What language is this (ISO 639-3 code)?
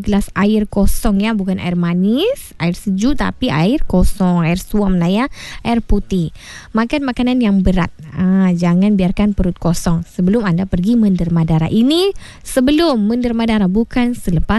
msa